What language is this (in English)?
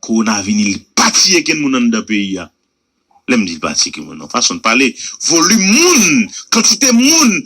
Haitian Creole